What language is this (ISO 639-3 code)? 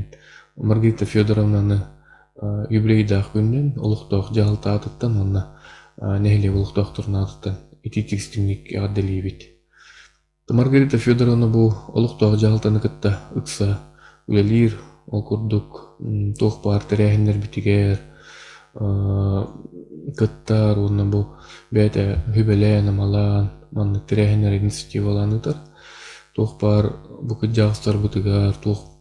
sah